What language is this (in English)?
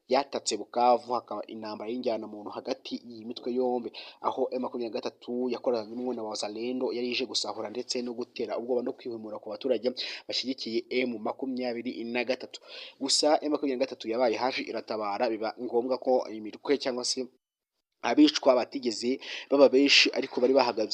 Kinyarwanda